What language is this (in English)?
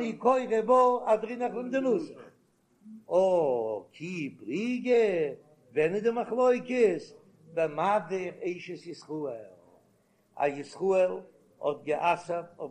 Yiddish